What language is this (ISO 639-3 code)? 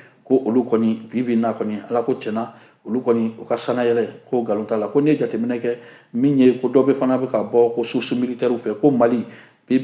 bam